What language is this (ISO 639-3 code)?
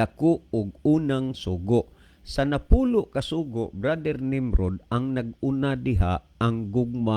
ceb